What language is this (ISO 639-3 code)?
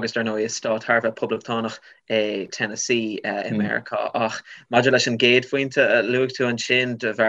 gle